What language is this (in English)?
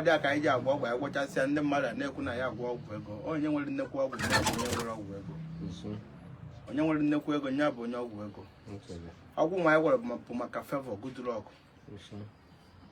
Igbo